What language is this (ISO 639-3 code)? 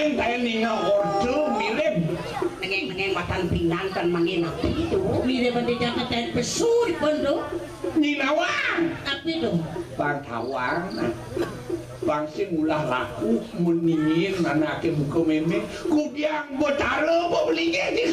ban